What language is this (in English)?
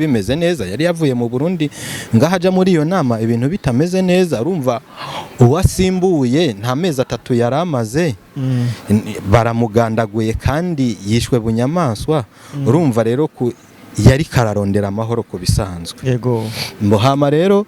Rundi